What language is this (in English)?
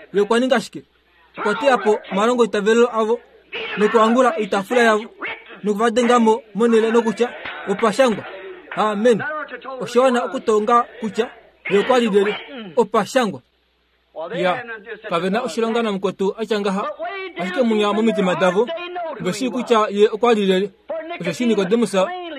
Kuanyama